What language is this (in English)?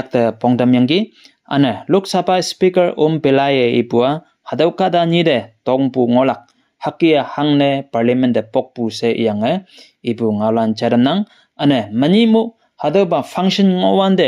Konyak Naga